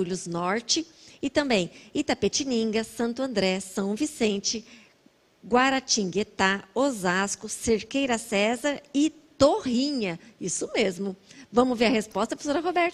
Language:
Portuguese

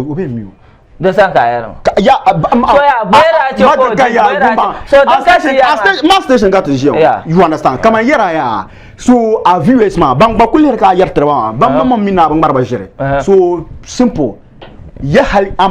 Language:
Dagbani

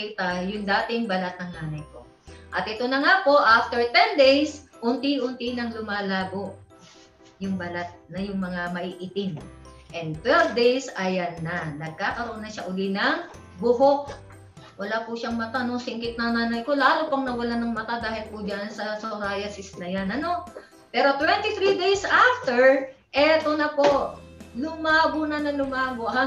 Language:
Filipino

